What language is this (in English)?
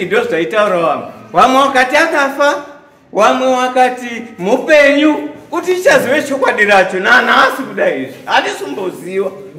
Shona